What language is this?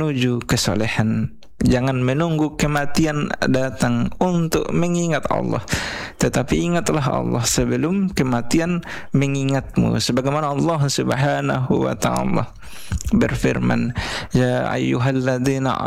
Indonesian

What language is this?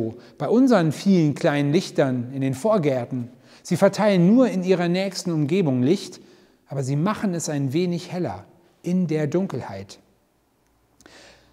German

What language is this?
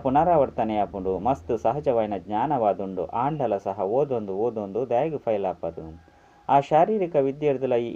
Tulu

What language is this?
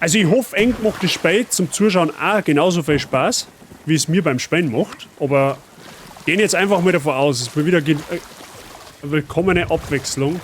Bavarian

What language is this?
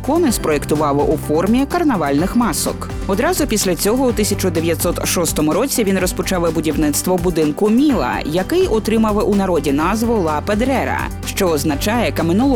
Ukrainian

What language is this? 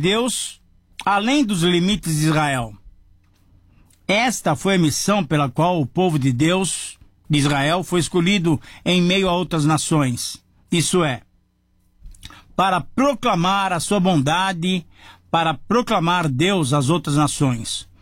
Portuguese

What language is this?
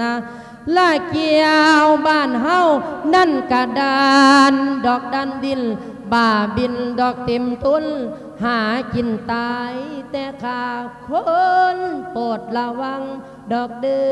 Lao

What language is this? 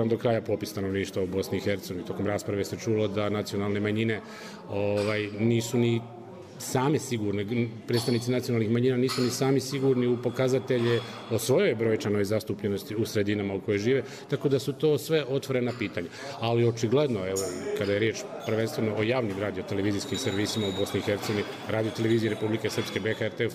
Bosnian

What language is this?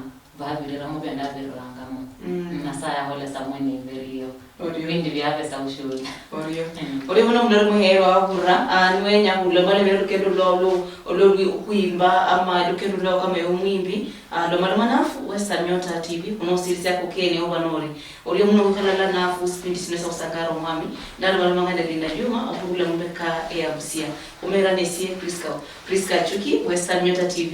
Luyia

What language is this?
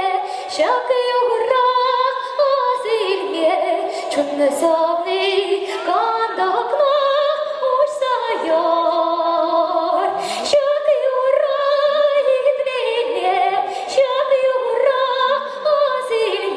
Chuvash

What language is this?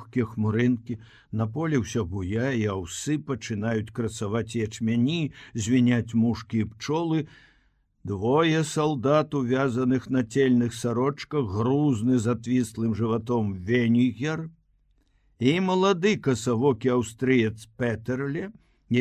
Belarusian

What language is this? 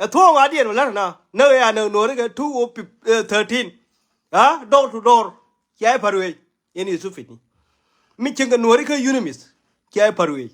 Nuer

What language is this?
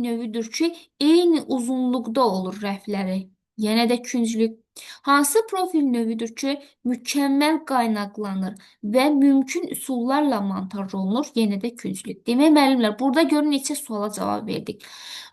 Azerbaijani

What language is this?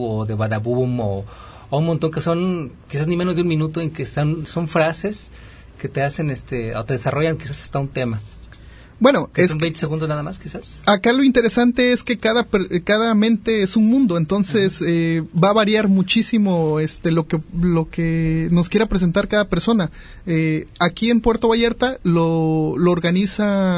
Spanish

